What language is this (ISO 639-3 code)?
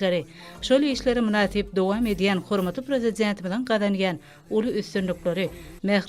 tuk